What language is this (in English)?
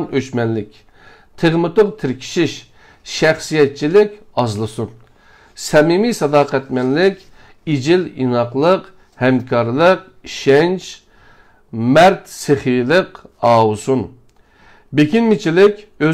Uyghur